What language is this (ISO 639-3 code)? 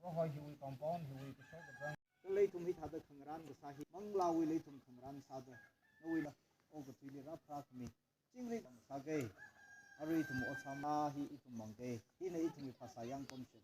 nmf